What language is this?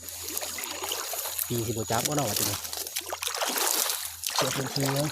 Lao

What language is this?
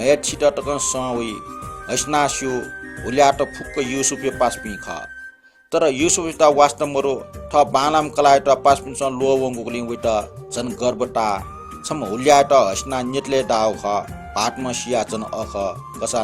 Newari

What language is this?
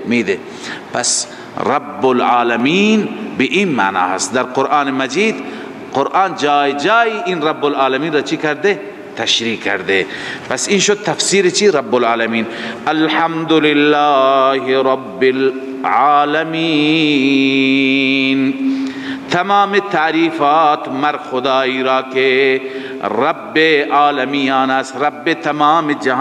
Persian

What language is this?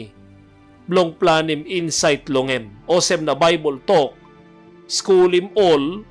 Tok Pisin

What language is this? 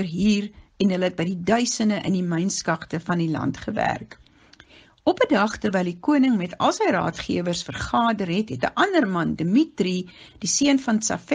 Afrikaans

